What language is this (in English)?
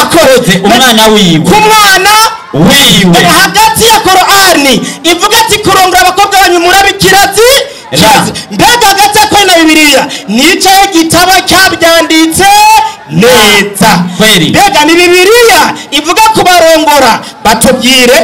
Rundi